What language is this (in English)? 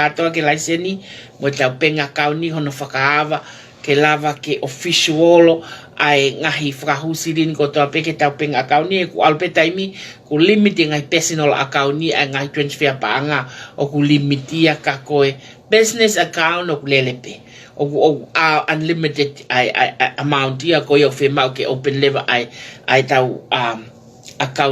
Tongan